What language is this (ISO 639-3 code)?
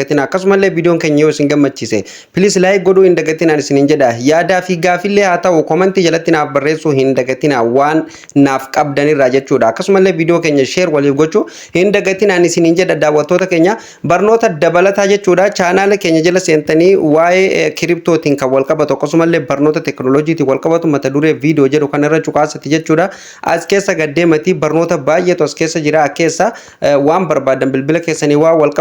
orm